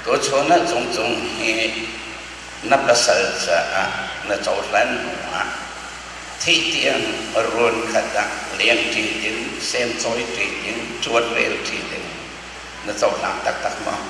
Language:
Hakha Chin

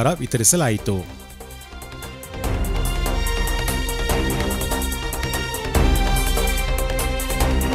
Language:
Kannada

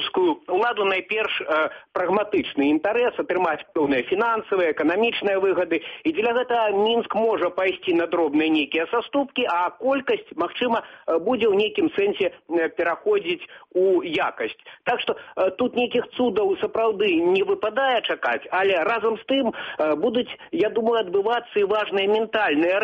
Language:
Belarusian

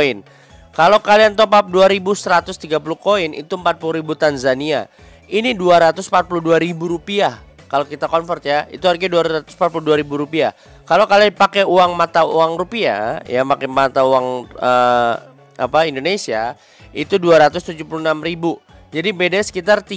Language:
Indonesian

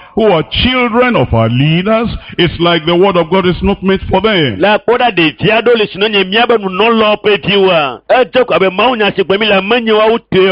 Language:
Ewe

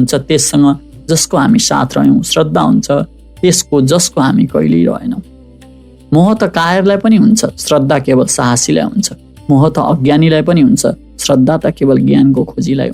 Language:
Nepali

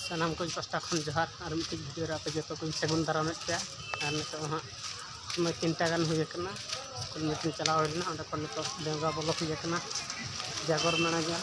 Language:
Santali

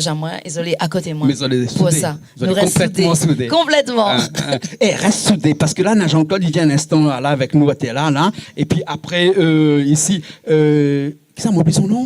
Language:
Réunion Creole French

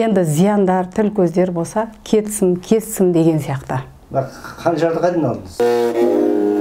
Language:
Kazakh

